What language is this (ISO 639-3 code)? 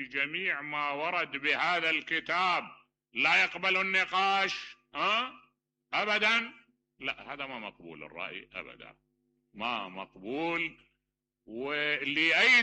acm